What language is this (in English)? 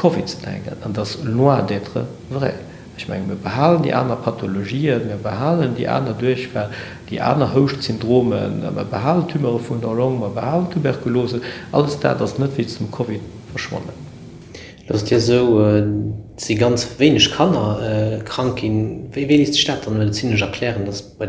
Luxembourgish